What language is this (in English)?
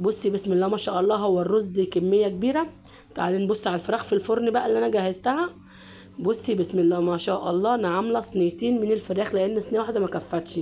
Egyptian Arabic